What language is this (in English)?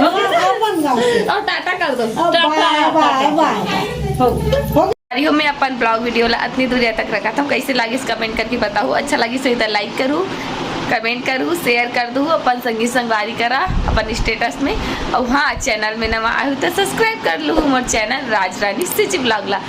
Chhattisgarhi